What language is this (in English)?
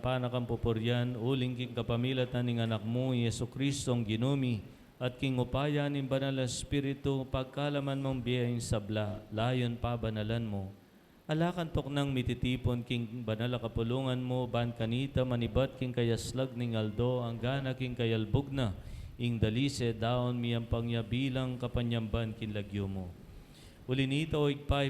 Pampanga